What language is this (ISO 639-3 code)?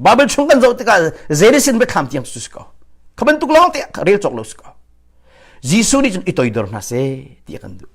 cnh